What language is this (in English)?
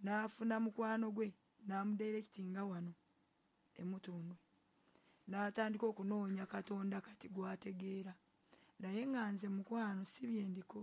Ganda